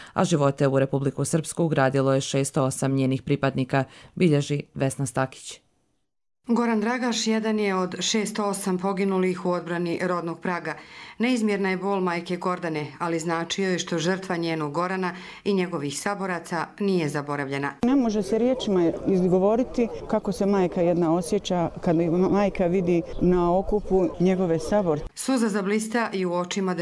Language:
Croatian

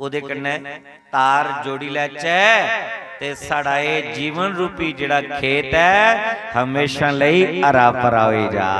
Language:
Dogri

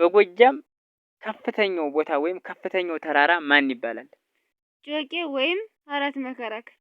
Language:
Amharic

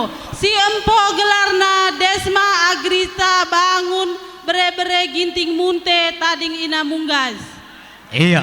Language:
Batak Karo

